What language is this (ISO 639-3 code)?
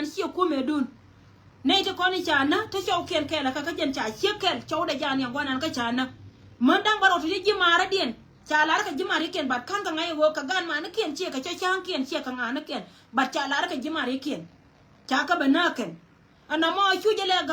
nus